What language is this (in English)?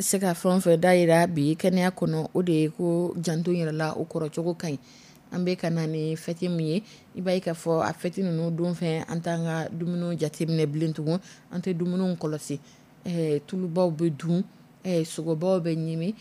Dyula